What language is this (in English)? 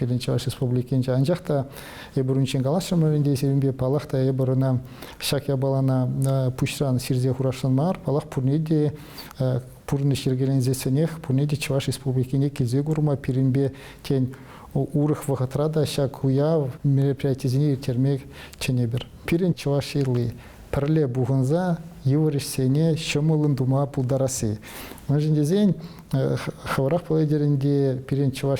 Chuvash